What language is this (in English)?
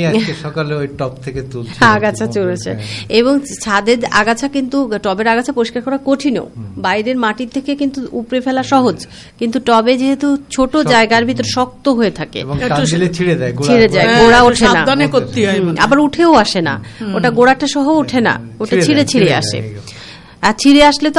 Bangla